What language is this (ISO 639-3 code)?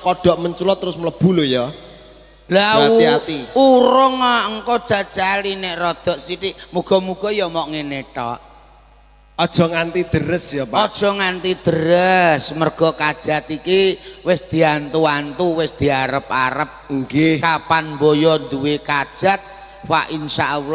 jav